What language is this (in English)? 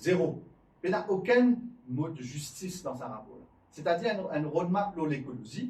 Morisyen